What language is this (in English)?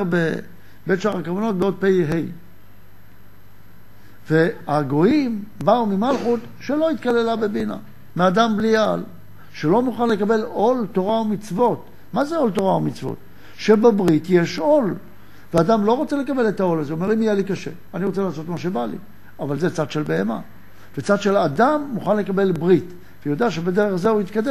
Hebrew